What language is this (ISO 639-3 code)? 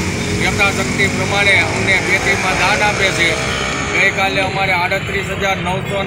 guj